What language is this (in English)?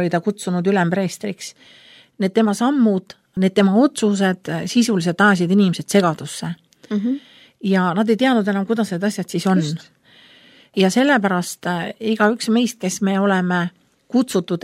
Estonian